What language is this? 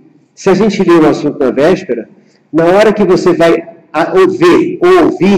Portuguese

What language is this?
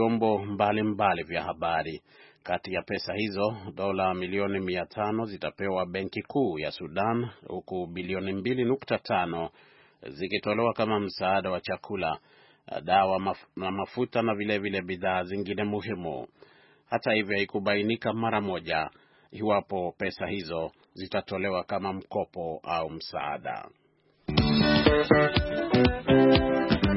Swahili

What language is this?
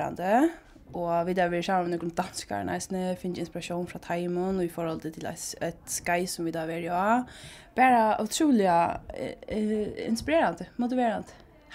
Faroese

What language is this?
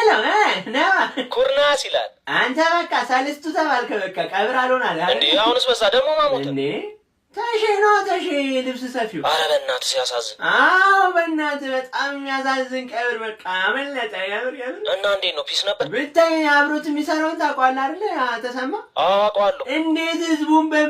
Amharic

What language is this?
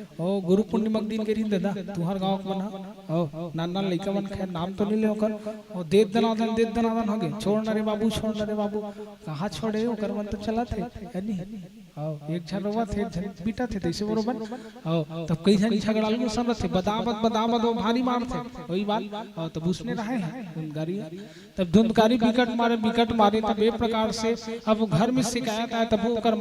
Chhattisgarhi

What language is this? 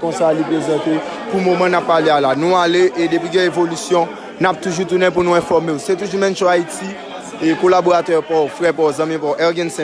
Haitian Creole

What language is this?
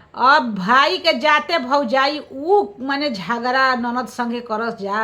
Bhojpuri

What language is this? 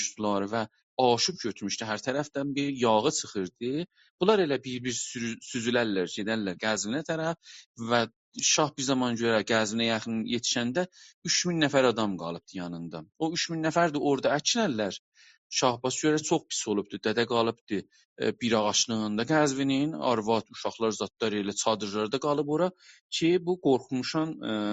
South Azerbaijani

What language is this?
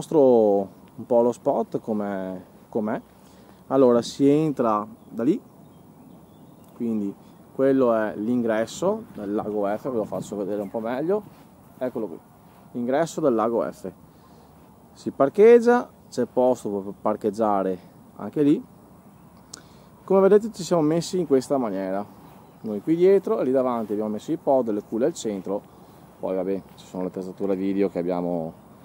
Italian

